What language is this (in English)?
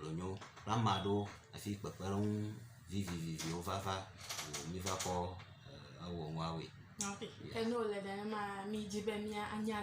Ewe